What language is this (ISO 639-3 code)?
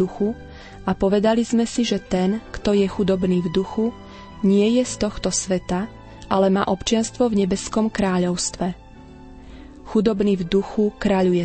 slk